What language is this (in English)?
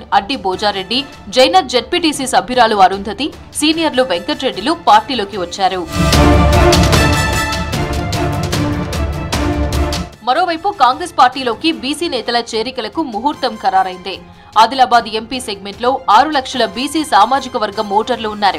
Telugu